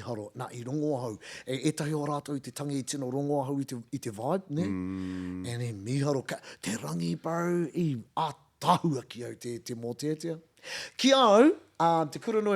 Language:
Māori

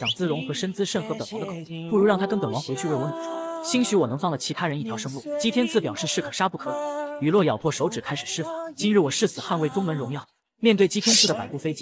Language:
Chinese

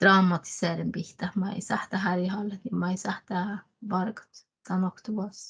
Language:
Northern Sami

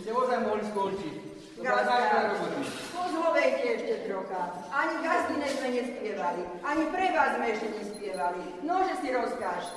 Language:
Slovak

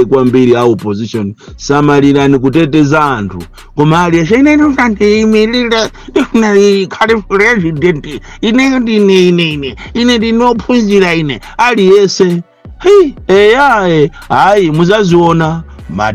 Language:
Nyanja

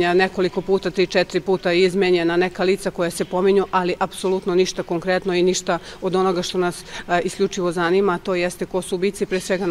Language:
Serbian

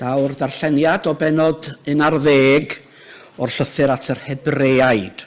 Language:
Welsh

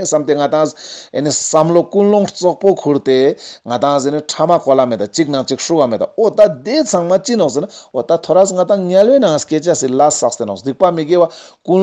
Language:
Ladakhi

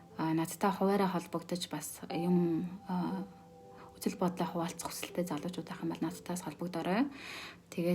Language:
Mongolian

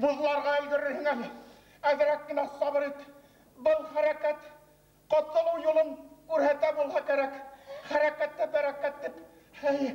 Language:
Bashkir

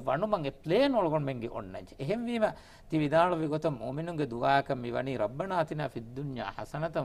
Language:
Divehi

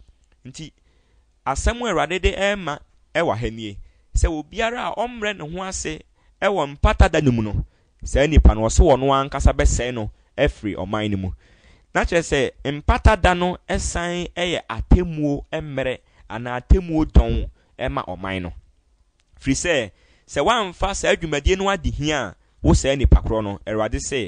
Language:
Akan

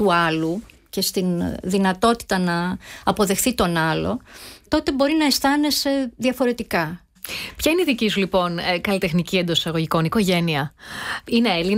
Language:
Greek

